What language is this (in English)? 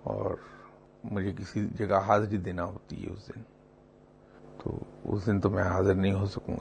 Urdu